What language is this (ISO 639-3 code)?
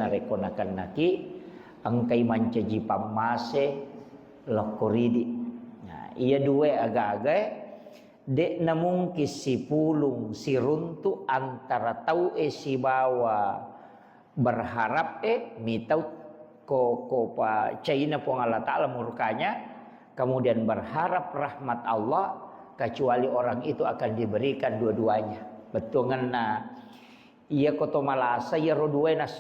bug